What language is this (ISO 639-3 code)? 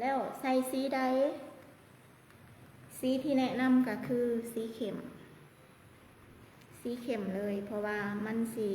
lao